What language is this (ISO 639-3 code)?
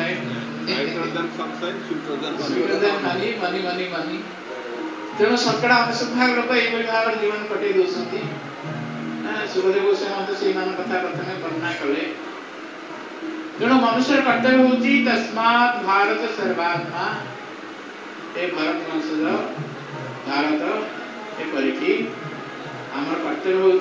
ori